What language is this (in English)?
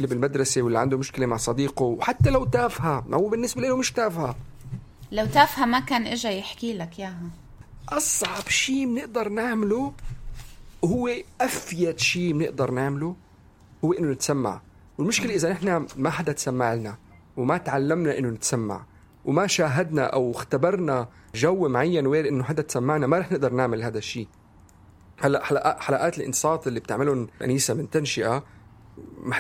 North Levantine Arabic